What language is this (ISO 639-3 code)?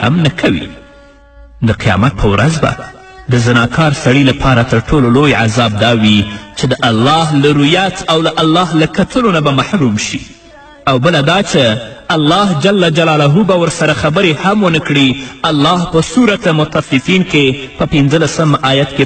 pus